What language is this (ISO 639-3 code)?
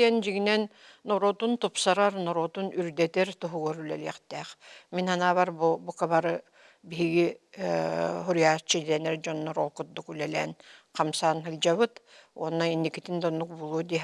sah